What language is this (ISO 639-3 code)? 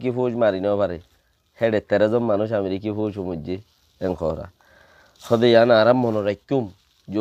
rhg